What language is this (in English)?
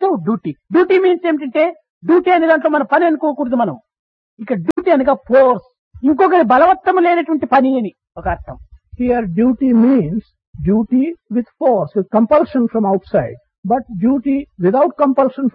Telugu